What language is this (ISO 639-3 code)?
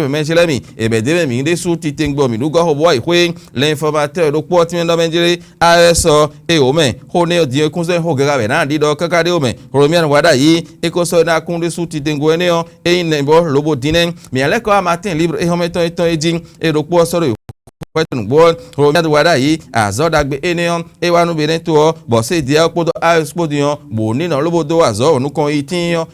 fon